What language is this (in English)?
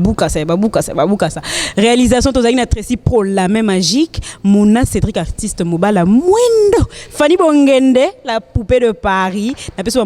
Lingala